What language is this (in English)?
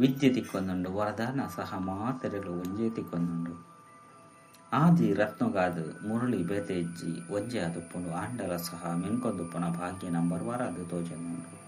Tulu